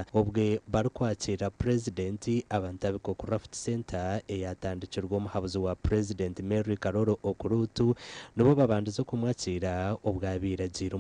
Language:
Nyankole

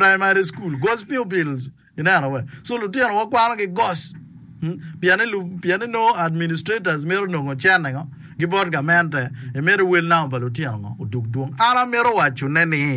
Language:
Acoli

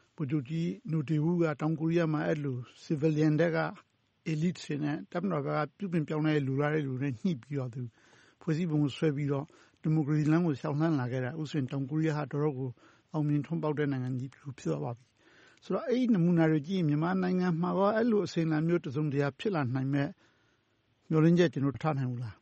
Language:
Burmese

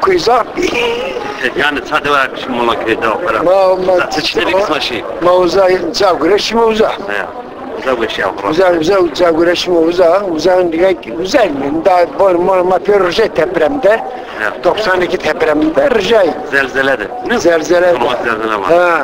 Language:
Zaza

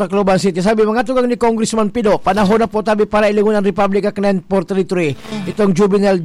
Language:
Bikol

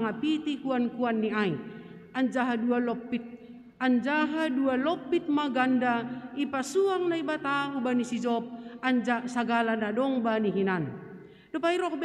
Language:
Batak Simalungun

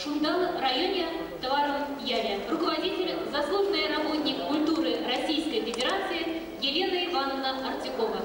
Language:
Chuvash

